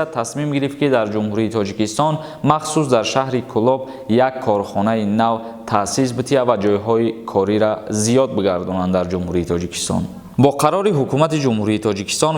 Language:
Tajik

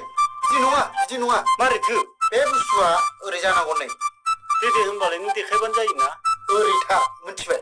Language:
Bodo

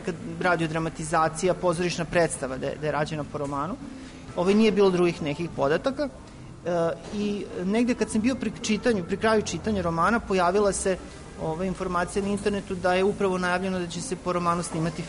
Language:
Serbian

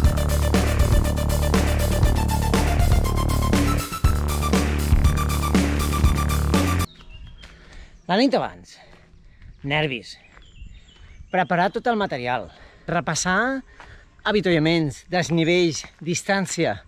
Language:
Catalan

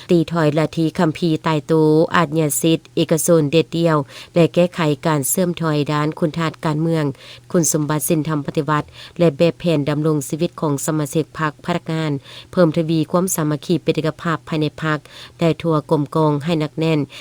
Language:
Lao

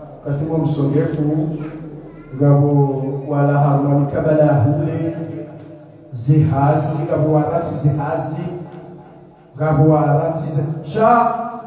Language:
Swahili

